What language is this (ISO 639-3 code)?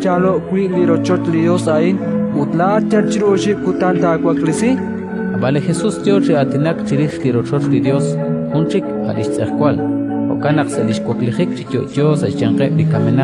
kek